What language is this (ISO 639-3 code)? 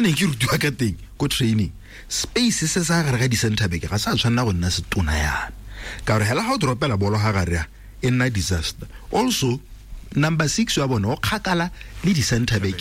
tsn